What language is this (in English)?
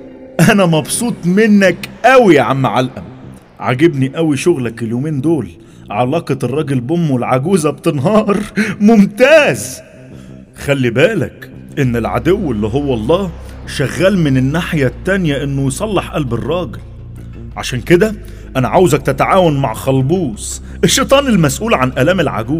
Egyptian Arabic